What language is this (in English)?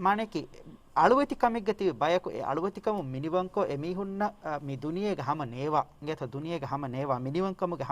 Divehi